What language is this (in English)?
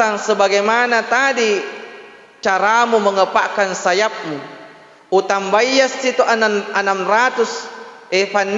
Buginese